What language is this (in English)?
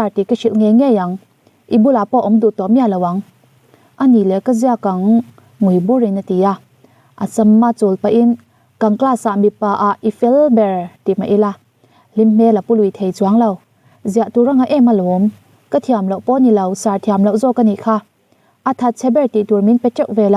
Mizo